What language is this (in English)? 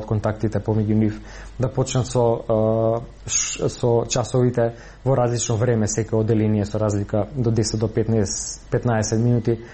Macedonian